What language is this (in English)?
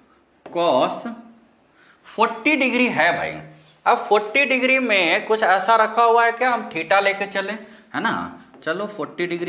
Hindi